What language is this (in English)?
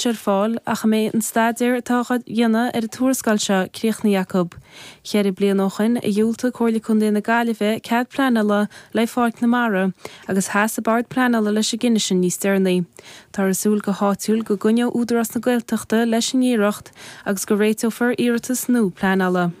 Irish